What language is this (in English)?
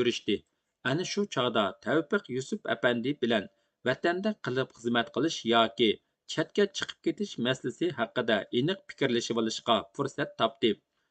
Uyghur